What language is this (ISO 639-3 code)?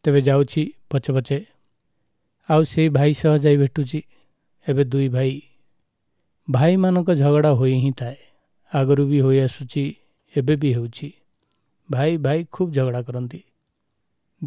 ori